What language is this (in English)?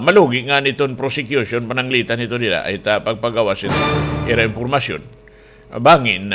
Waray